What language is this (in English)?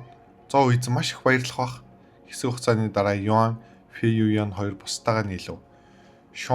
Mongolian